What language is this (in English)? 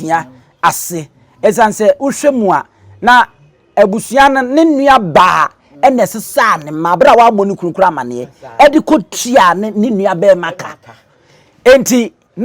Akan